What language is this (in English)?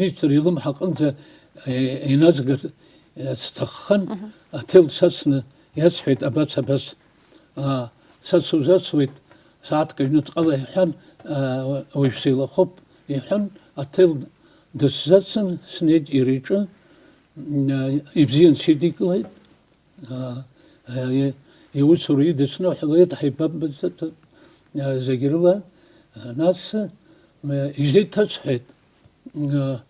Abkhazian